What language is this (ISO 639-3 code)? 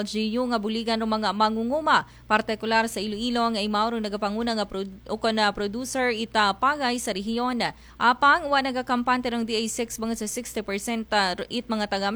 akl